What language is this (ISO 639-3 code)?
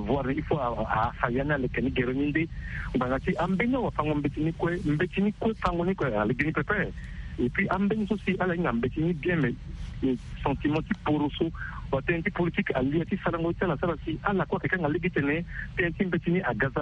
sag